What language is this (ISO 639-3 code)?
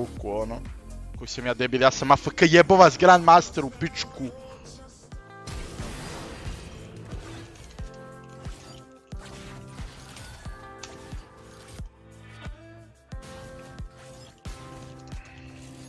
hrv